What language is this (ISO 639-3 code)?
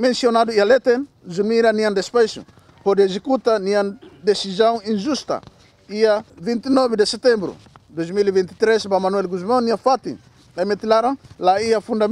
tet